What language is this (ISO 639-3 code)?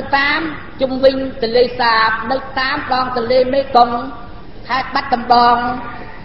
khm